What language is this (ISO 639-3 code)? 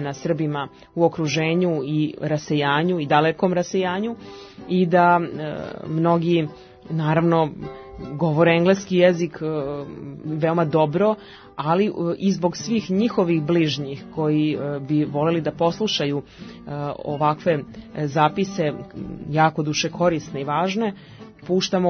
srp